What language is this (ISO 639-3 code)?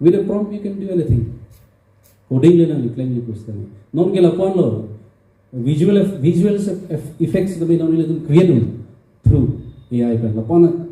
mjw